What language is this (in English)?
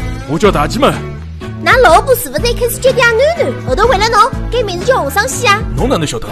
Wu Chinese